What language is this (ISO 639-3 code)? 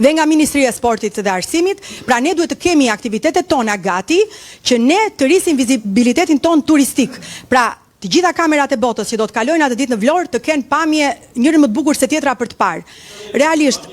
sqi